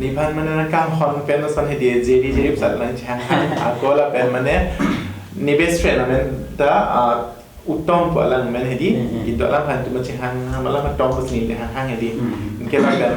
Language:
Karbi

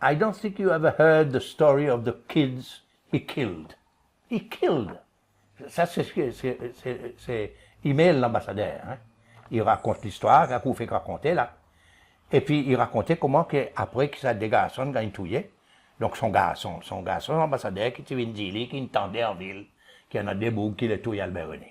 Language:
Seselwa Creole French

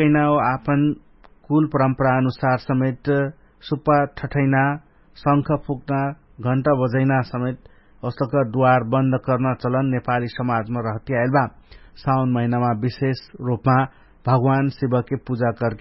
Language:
Dangaura Tharu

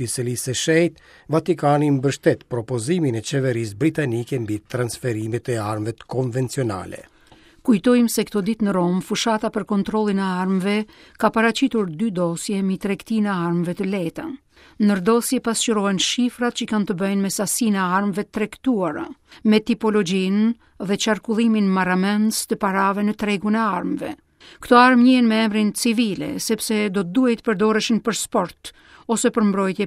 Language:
Albanian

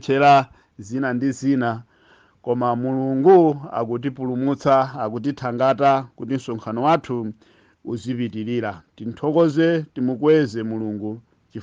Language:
Nyanja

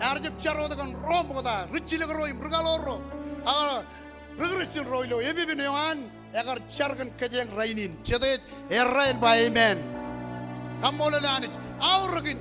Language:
Marshallese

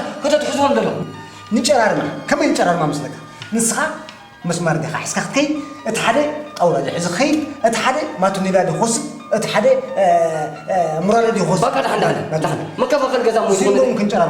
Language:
Tigrinya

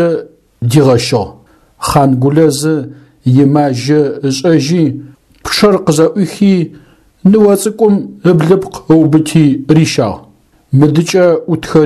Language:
Adyghe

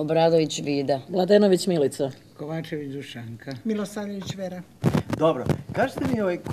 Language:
Serbian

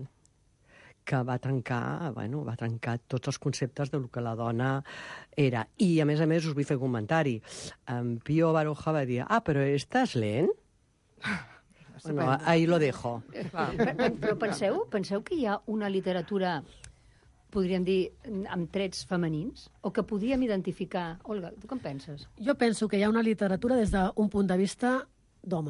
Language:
Catalan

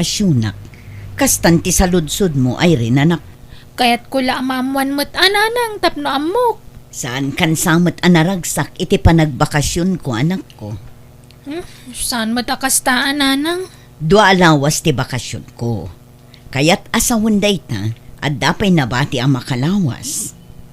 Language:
Iloko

